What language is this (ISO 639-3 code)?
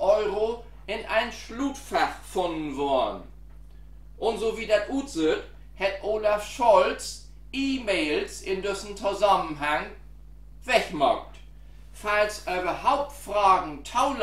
nds